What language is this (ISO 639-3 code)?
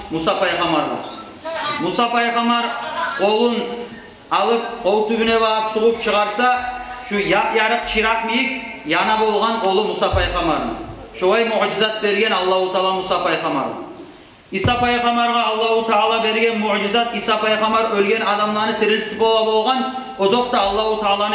kum